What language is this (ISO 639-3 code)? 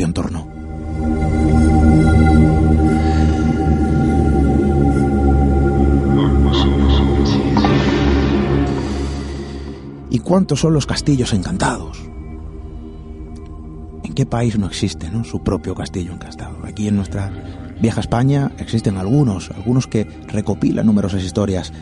spa